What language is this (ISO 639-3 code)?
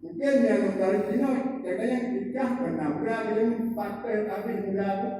ace